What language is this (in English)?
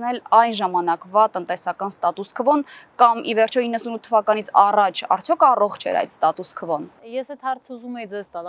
Armenian